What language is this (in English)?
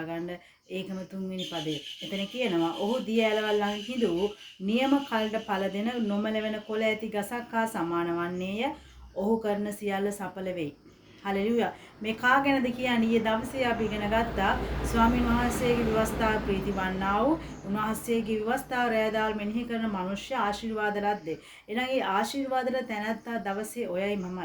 Sinhala